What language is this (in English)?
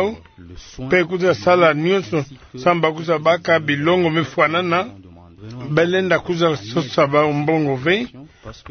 Kituba (Democratic Republic of Congo)